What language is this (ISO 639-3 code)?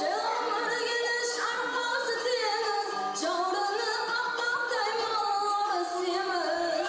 kaa